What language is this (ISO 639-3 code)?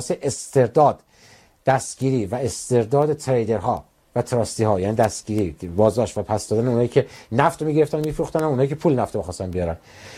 fas